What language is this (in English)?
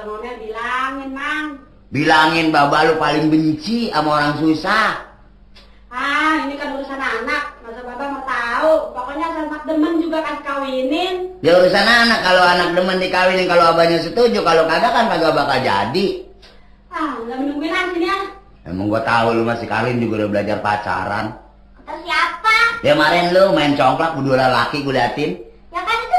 Betawi